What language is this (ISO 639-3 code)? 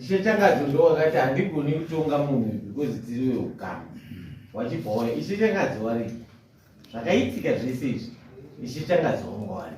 sna